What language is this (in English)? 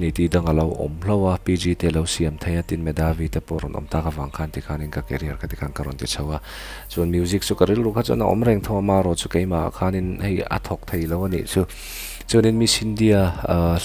Mizo